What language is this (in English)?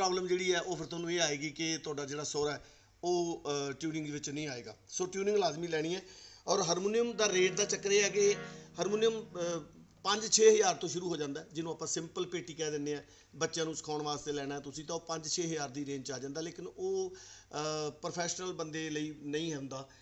Punjabi